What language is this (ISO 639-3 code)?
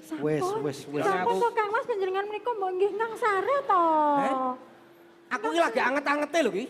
jav